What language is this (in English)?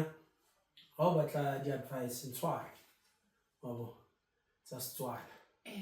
Tswana